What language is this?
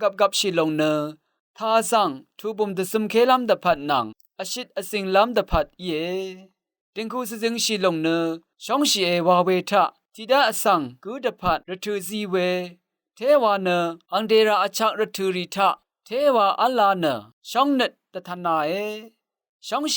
Rawang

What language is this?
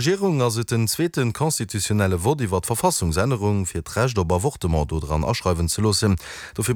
Luxembourgish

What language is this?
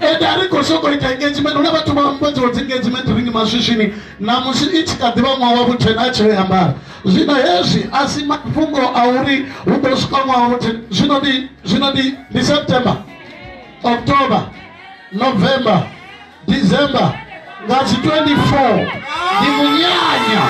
Venda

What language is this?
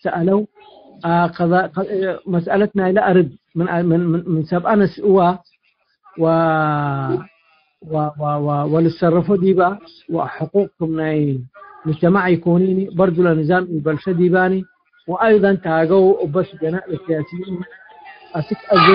Tigre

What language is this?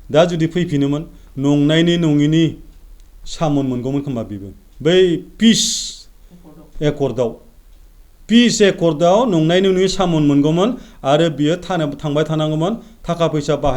Bodo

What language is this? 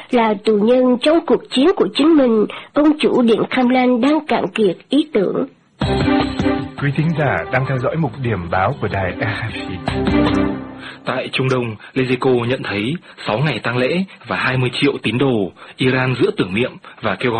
Vietnamese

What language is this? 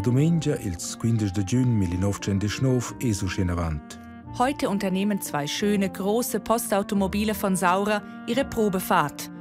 Romansh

